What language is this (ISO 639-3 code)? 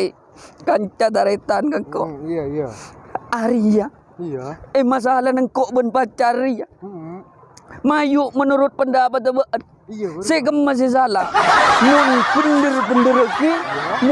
mad